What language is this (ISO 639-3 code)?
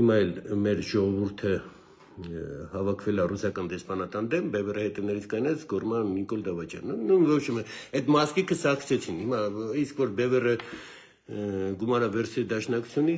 hye